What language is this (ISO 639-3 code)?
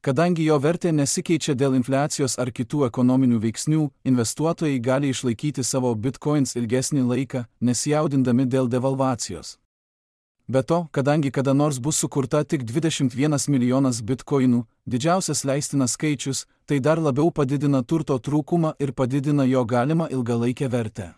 lit